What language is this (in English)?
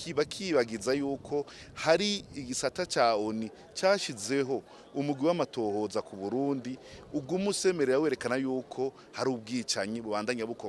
Rundi